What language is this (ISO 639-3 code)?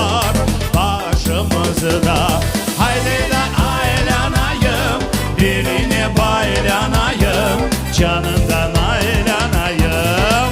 crh